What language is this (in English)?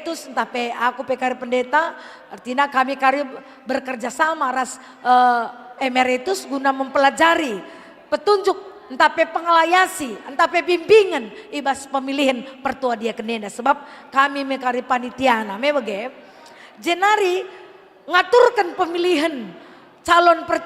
Batak Karo